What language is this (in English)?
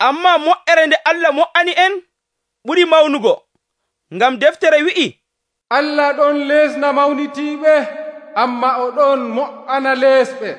Nigerian Fulfulde